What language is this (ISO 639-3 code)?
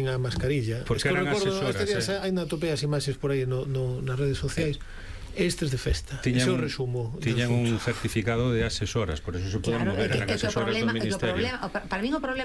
glg